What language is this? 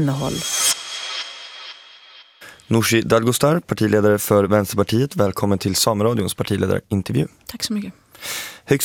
Swedish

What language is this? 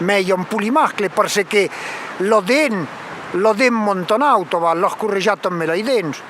Occitan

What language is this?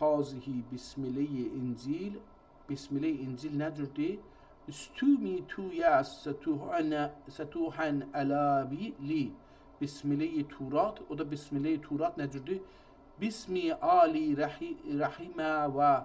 South Azerbaijani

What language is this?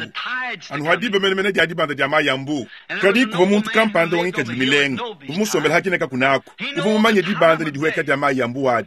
Luba-Lulua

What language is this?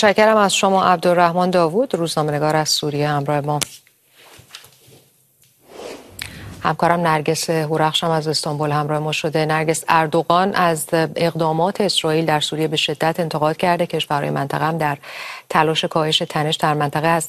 Persian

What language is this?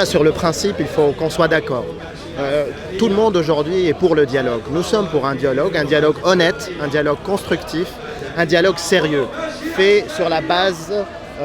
Kabyle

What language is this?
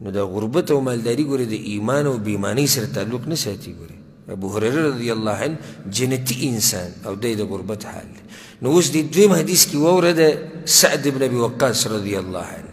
Pashto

